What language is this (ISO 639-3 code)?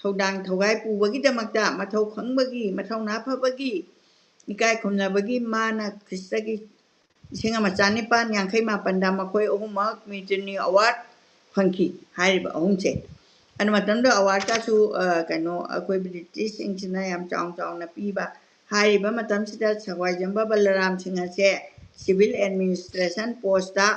mni